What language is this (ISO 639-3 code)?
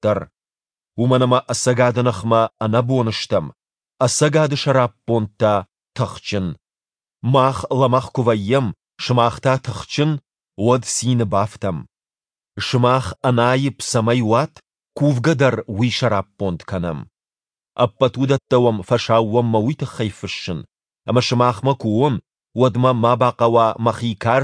oss